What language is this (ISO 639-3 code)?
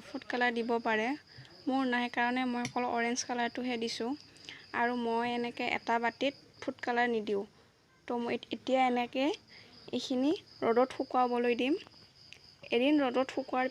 asm